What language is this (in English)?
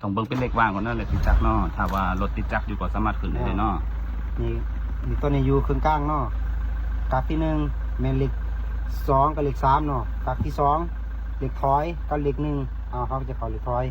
Lao